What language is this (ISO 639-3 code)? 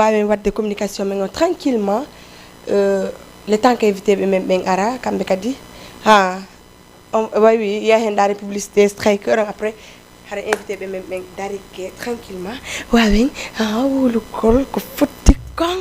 ful